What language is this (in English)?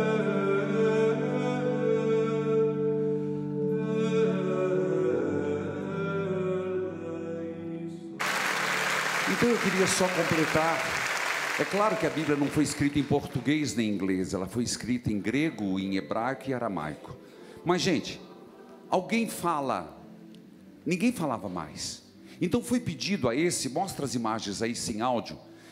Portuguese